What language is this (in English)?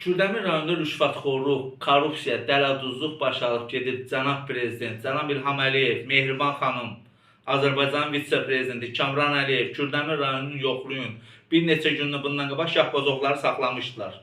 Azerbaijani